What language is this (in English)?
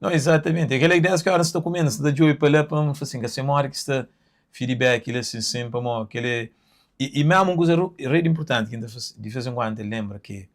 Kabuverdianu